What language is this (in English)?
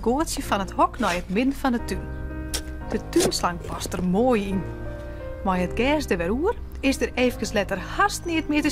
Western Frisian